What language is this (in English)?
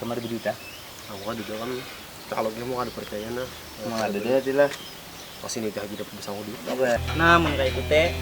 Banjar